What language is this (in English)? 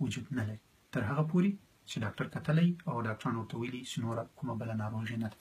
Pashto